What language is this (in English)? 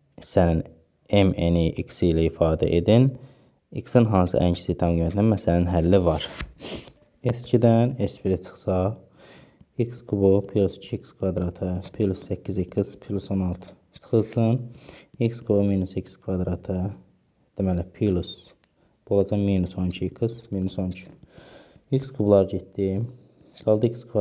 Azerbaijani